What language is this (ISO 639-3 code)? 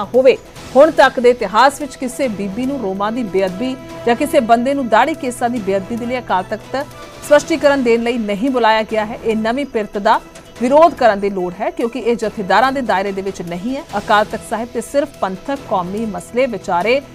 pan